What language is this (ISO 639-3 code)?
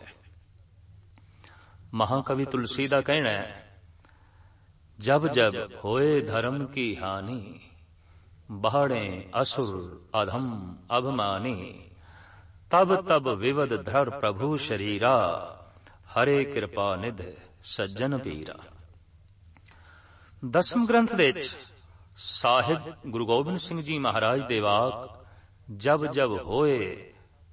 pan